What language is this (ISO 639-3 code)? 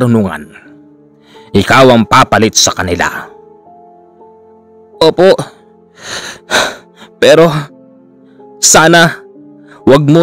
fil